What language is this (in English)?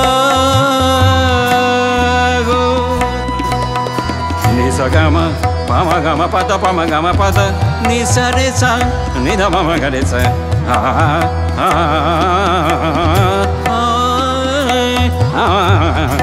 Bangla